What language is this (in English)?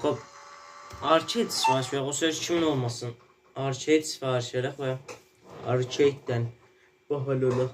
South Azerbaijani